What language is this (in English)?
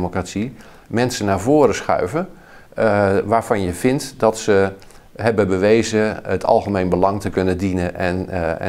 Dutch